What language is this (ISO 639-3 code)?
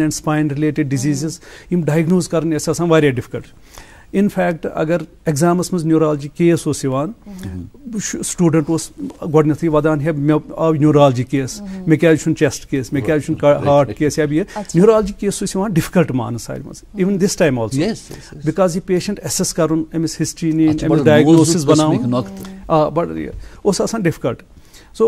kas